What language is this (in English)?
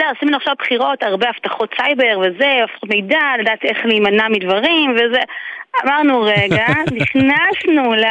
Hebrew